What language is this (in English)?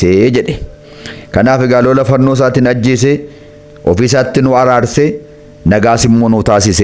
Oromo